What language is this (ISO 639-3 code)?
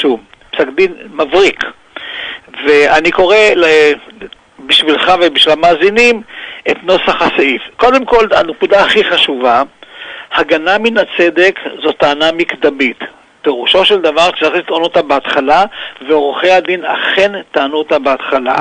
heb